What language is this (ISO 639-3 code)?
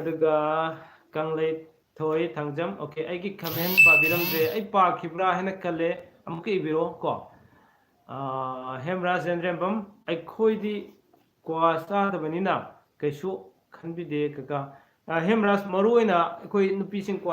mni